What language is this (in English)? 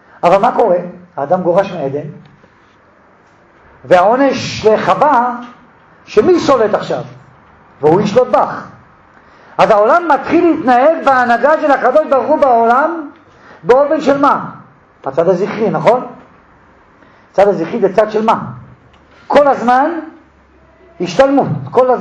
Hebrew